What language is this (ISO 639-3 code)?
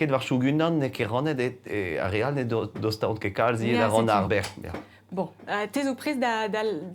bre